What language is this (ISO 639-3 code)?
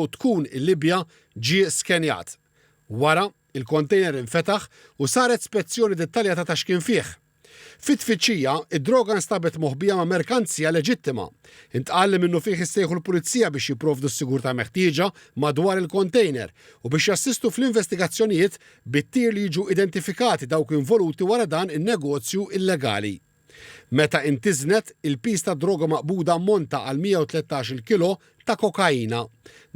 mlt